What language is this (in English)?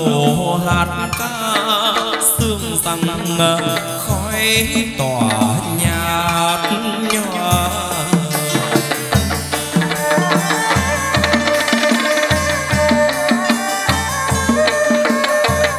Vietnamese